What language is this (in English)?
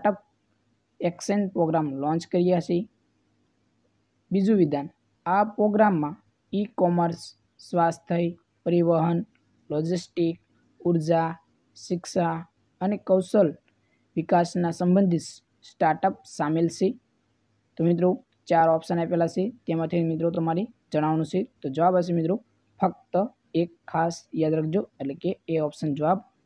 Gujarati